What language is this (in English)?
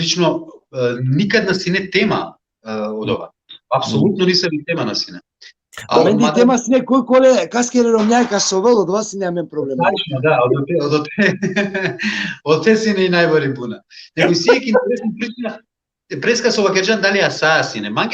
Balkan Romani